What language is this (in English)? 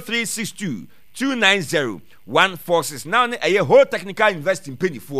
Akan